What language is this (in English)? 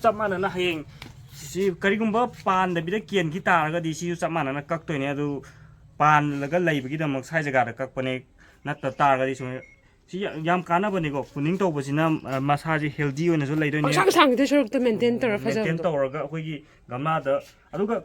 Manipuri